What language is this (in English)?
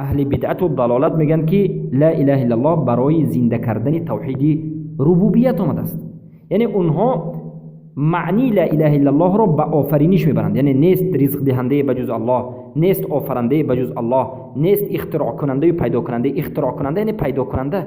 Persian